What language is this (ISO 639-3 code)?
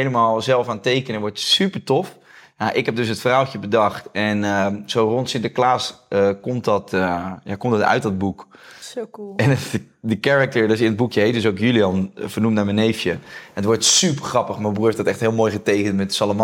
nld